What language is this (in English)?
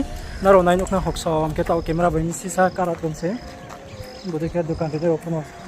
Riang (India)